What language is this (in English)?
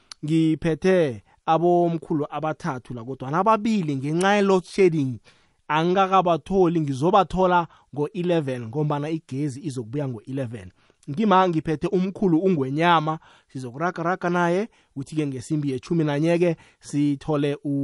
South Ndebele